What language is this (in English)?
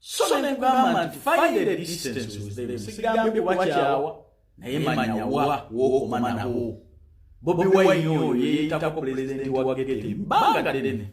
Ganda